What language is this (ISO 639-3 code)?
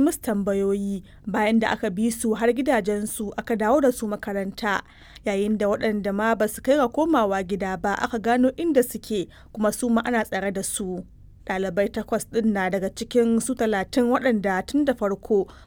hau